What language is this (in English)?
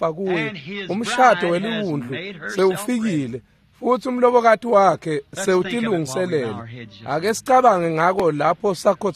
Swati